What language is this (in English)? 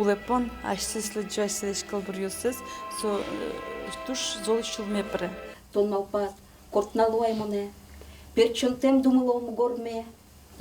Udmurt